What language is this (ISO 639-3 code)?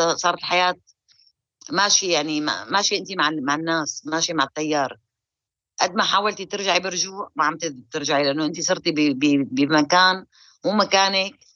apc